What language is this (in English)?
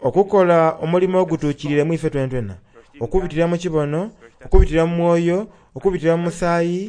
Soga